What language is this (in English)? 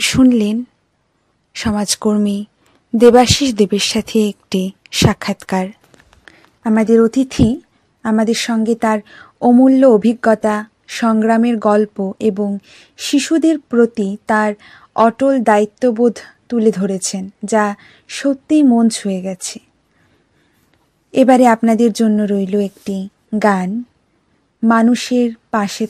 Bangla